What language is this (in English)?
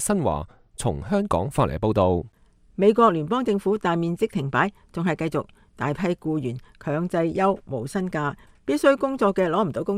Cantonese